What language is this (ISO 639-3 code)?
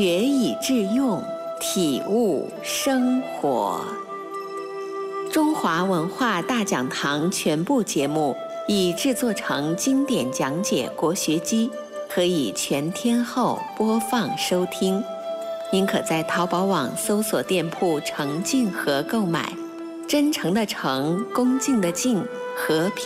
zho